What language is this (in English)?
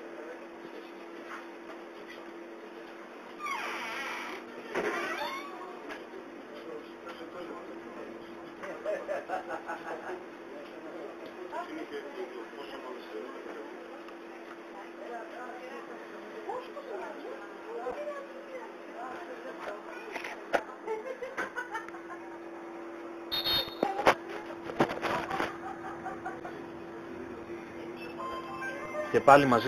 Greek